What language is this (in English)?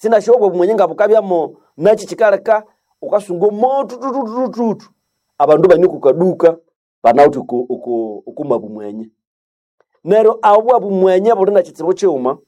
Nande